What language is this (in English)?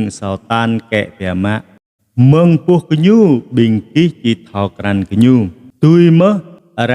Jarai